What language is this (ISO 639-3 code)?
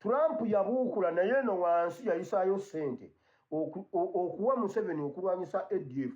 lug